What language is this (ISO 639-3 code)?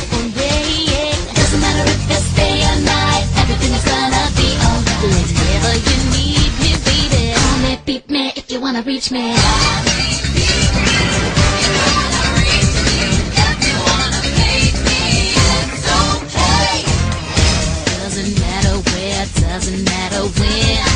eng